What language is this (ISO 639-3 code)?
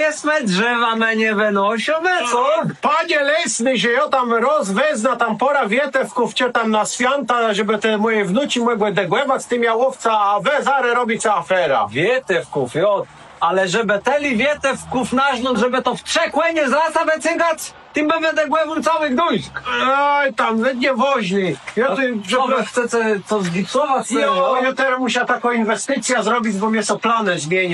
csb